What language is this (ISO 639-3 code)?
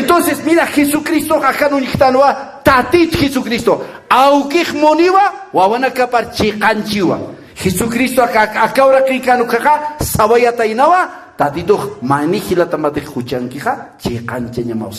aym